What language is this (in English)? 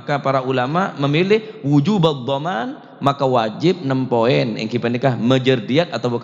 Madurese